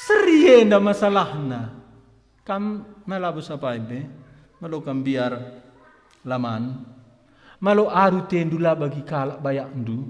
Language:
Batak Karo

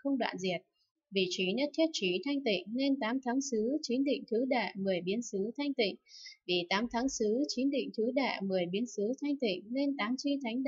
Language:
Vietnamese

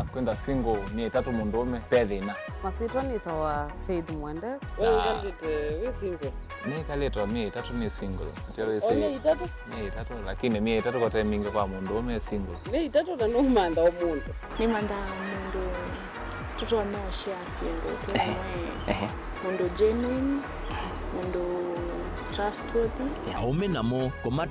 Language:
Kamba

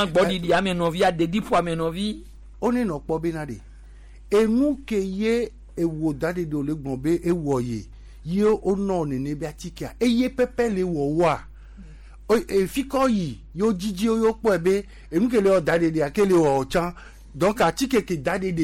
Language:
Gen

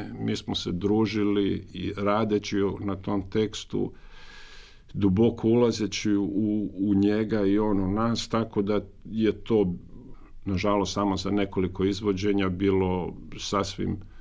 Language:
Croatian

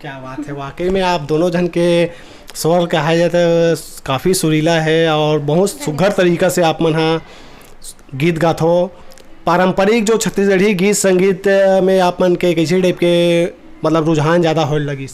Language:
Chhattisgarhi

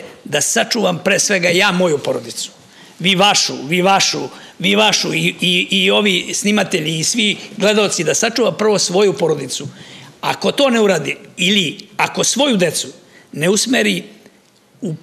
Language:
Serbian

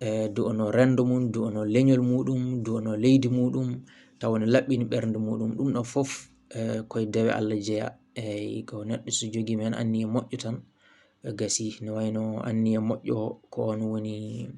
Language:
Fula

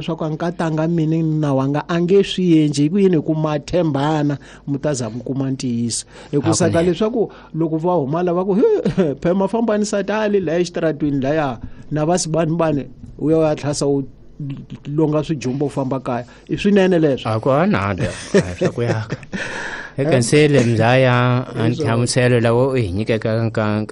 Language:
Tsonga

